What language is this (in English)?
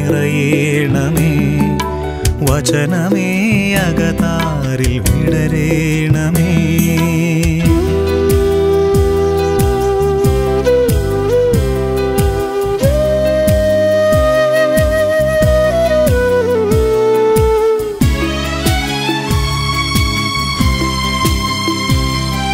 Malayalam